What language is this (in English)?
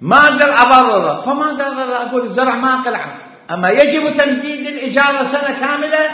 Mesopotamian Arabic